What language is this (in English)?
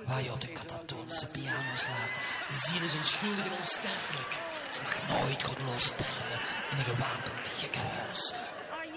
Dutch